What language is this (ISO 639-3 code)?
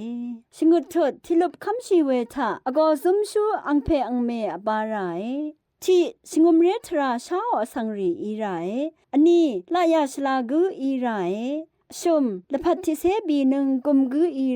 raw